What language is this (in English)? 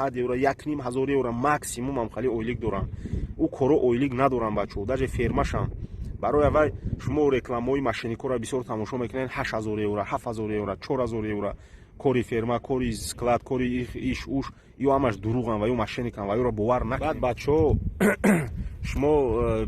Tajik